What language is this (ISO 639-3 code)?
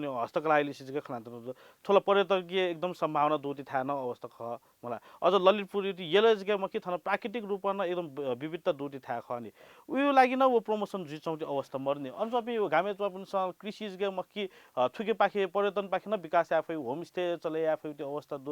new